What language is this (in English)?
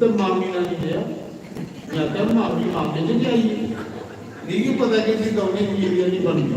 Dogri